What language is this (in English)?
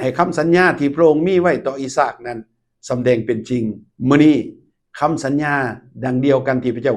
Lao